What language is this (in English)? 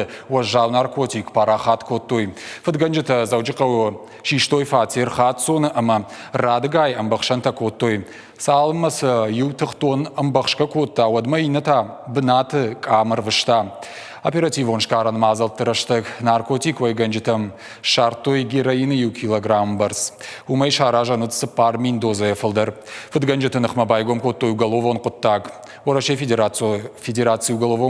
Ossetic